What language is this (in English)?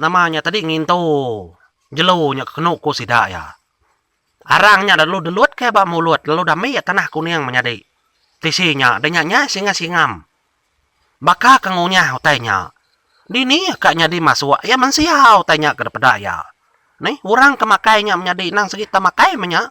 Iban